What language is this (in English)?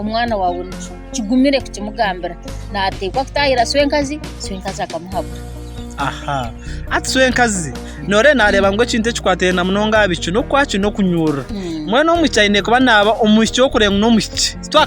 Nyankole